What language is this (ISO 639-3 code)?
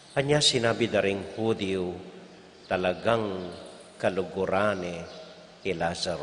pam